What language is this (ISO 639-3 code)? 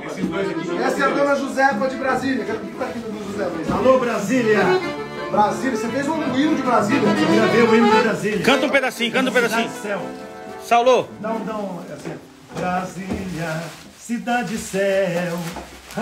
por